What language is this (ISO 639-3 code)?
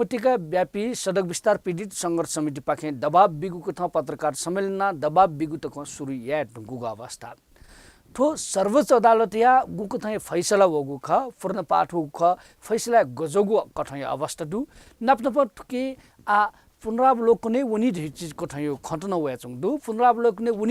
new